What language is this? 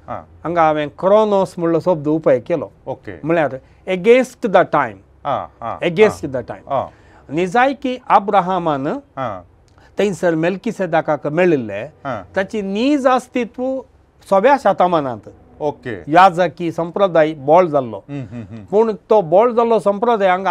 Konkani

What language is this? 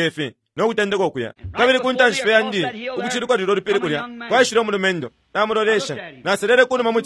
Bemba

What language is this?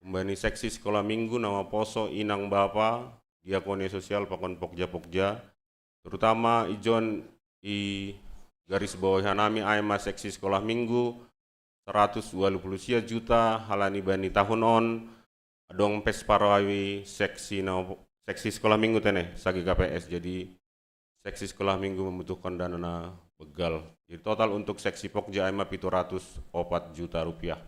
Batak Simalungun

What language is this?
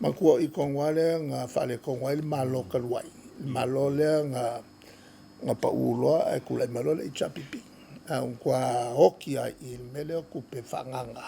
Samoan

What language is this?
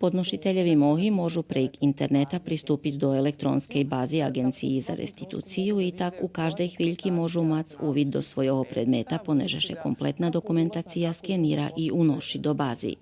Rusyn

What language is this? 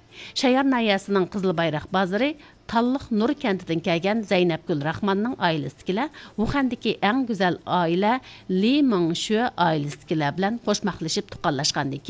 Uyghur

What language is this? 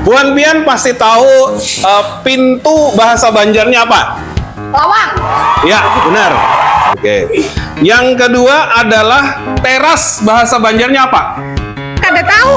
Banjar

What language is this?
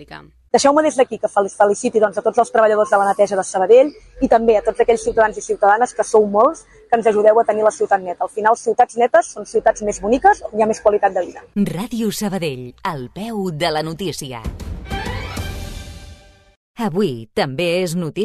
Catalan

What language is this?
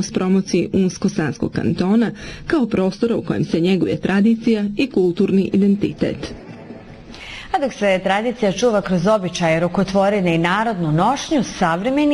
Bosnian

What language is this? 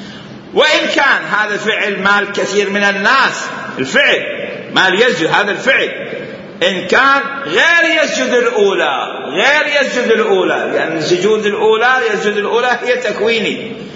Mesopotamian Arabic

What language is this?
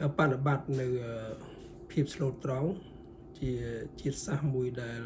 Khmer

